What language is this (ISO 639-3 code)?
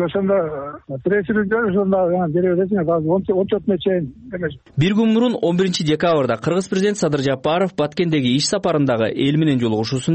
kir